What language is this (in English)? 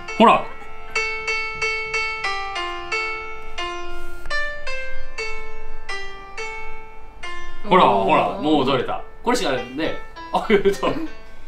Japanese